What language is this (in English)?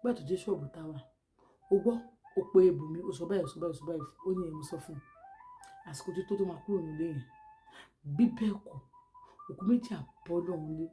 Yoruba